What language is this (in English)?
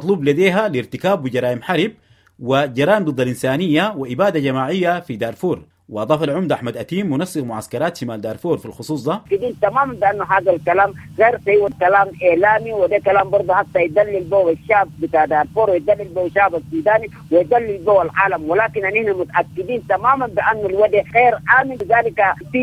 Sudanese Arabic